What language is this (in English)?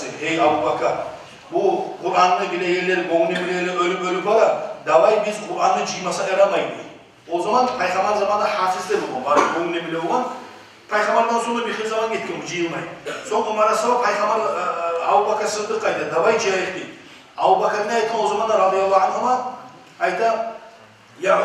Kumyk